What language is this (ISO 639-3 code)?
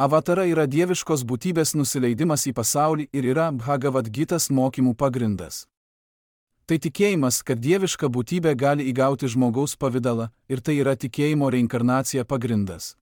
lit